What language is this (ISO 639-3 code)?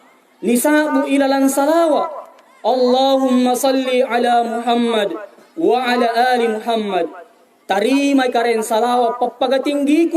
mak